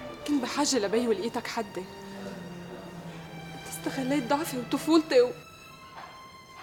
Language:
North Levantine Arabic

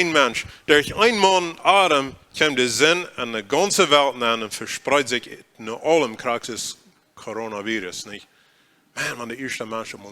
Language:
Plautdietsch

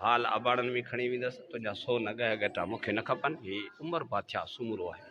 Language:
Sindhi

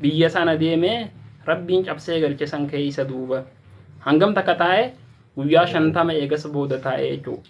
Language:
Oromo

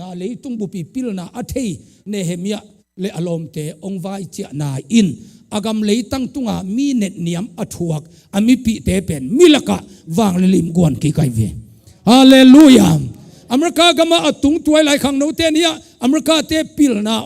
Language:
Tedim Chin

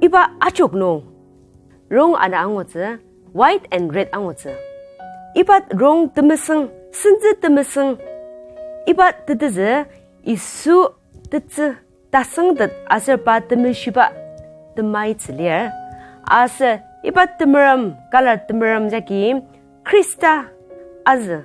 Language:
Ao Naga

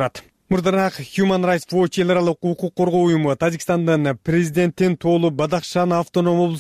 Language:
Kyrgyz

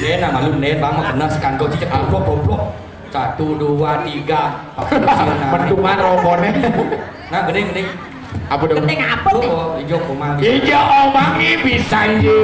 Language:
Balinese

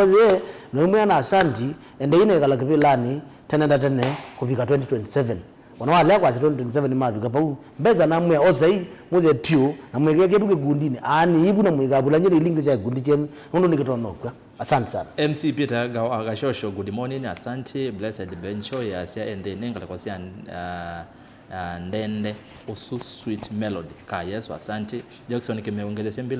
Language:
Kamba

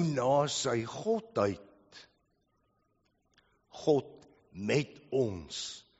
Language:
Afrikaans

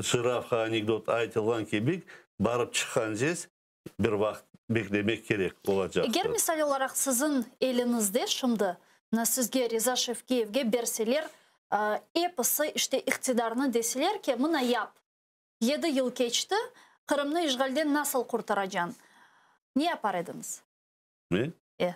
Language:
Crimean Tatar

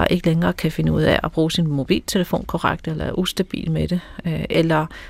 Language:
Danish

